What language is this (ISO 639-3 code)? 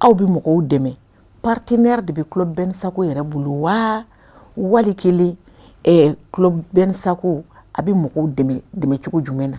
bam